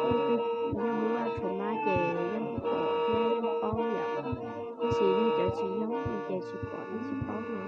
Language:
Hmong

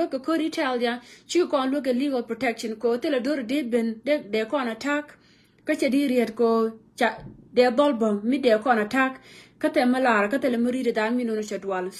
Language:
Nuer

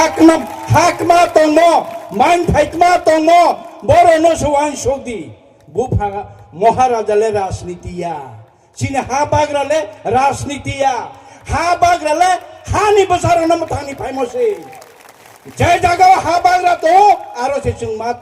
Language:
Riang (India)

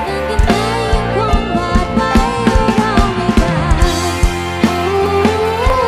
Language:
Thai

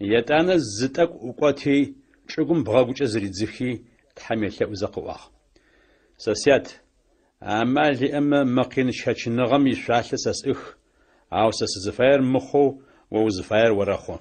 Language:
Adyghe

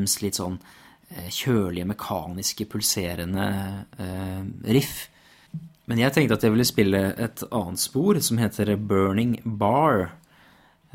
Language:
Norwegian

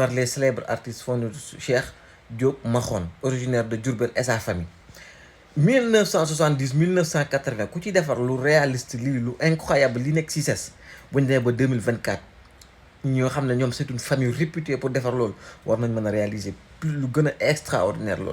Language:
Wolof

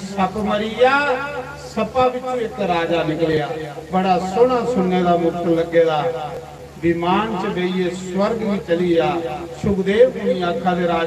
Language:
Dogri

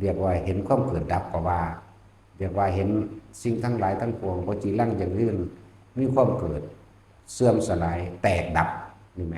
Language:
Northeastern Thai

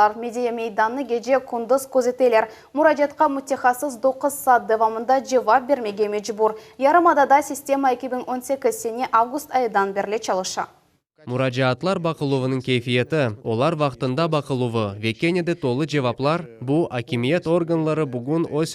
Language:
Crimean Tatar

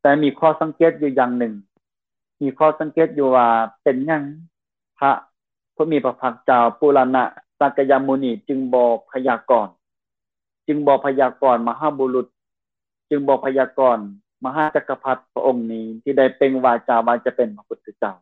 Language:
Lao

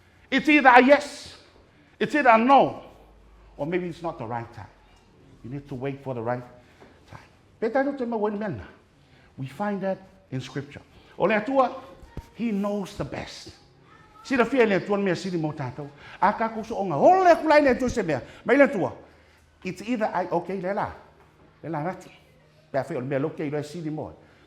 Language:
Samoan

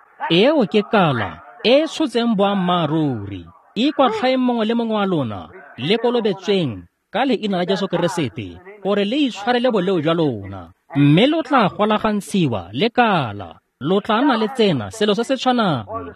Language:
Tswana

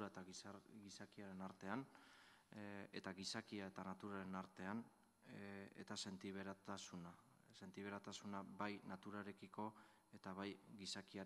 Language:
Basque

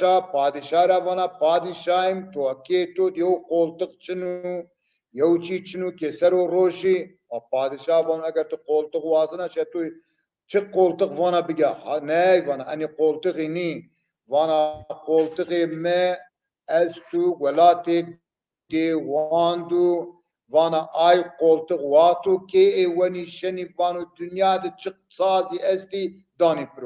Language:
Zaza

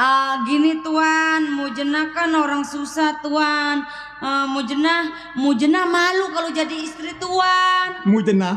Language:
Betawi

